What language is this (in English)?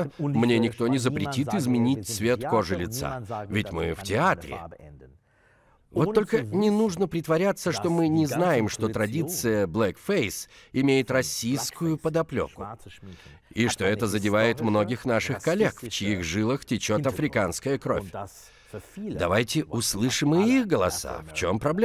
Russian